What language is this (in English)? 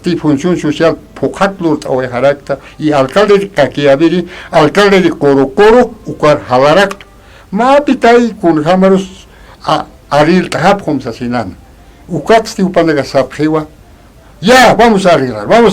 Aymara